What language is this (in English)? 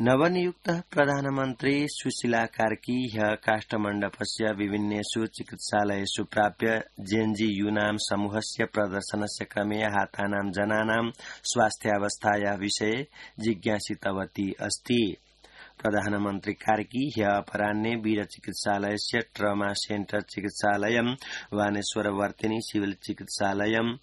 Sanskrit